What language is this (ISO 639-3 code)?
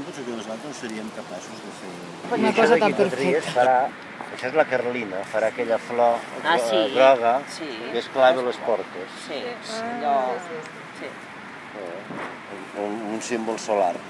cat